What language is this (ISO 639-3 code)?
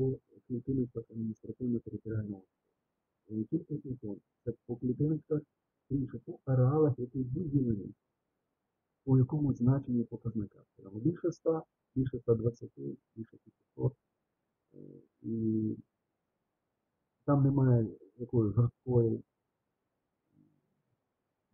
ukr